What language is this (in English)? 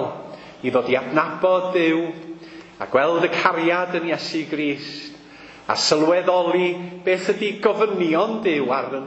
Welsh